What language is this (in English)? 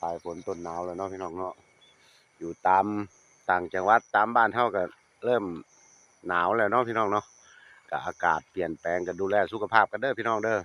Northeastern Thai